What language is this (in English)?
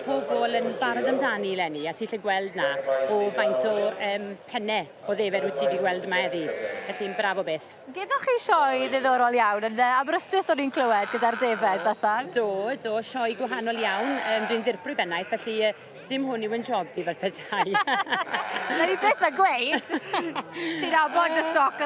Welsh